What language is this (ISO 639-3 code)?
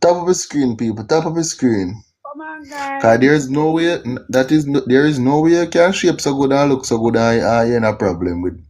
jam